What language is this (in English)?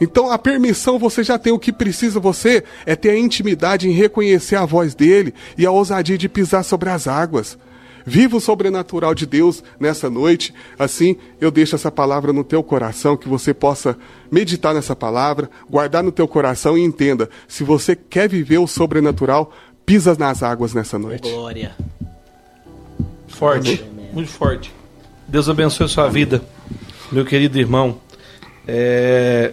Portuguese